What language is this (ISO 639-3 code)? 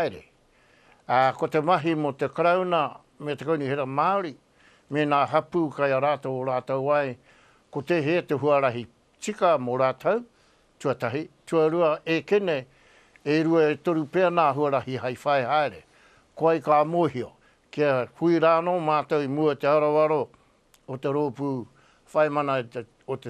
mri